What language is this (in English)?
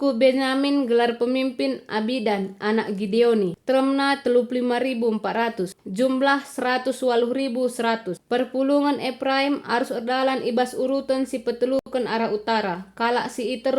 Batak Karo